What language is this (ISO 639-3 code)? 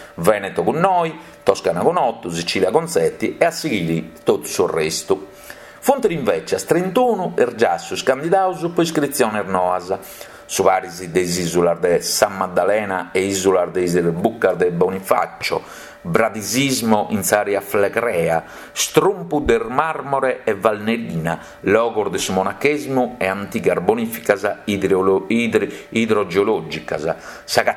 srd